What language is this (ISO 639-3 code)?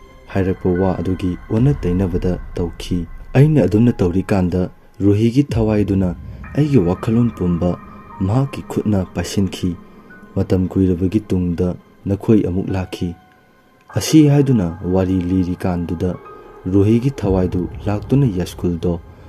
mni